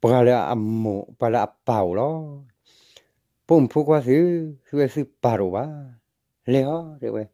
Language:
S'gaw Karen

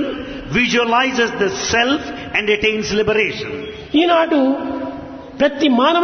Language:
Telugu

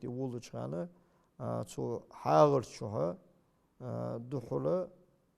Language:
Ingush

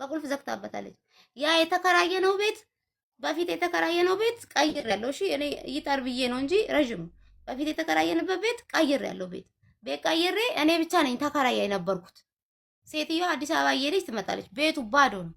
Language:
Amharic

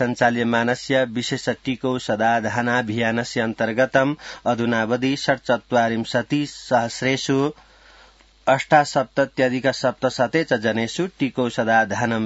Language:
Sanskrit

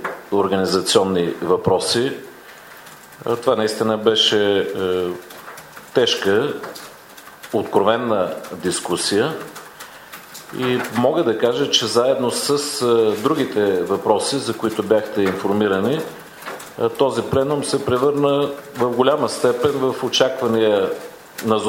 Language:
Bulgarian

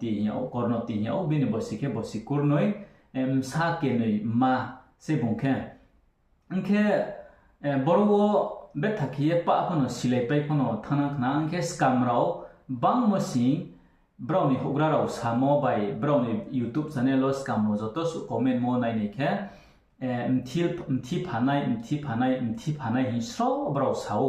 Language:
Riang (India)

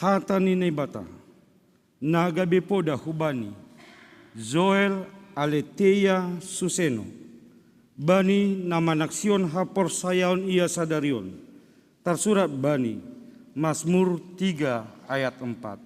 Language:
Batak Simalungun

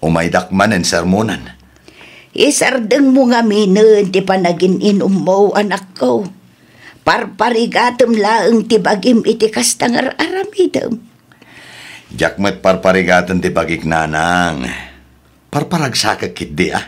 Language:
Iloko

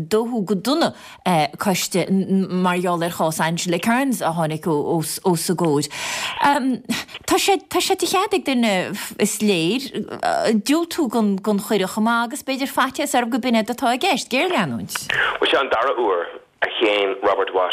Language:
Irish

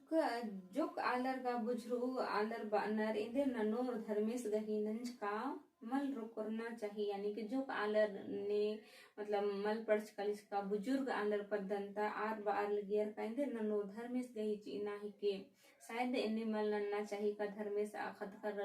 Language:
Kurukh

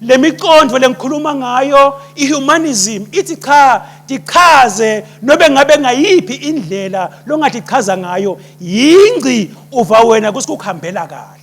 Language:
Swati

